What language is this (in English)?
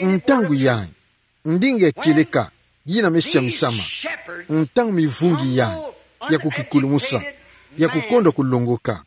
Kituba (Democratic Republic of Congo)